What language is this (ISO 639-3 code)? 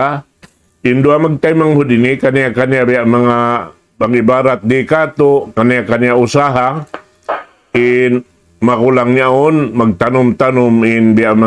tsg